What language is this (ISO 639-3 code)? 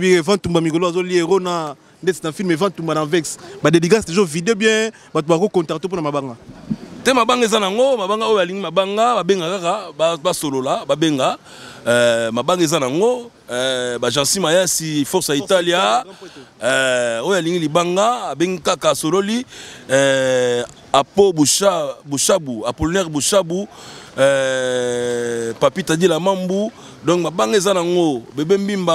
lin